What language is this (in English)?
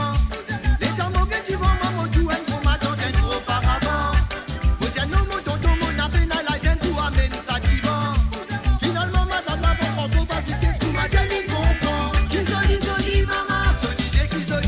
Morisyen